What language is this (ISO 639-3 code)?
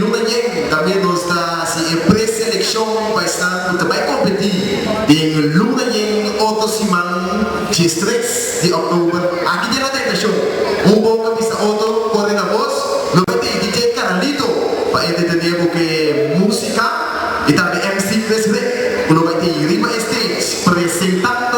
pap